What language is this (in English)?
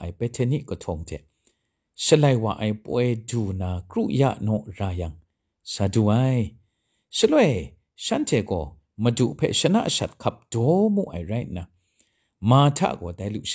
Kachin